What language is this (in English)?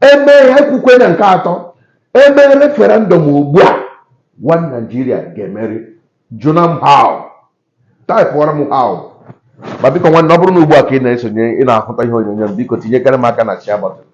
Igbo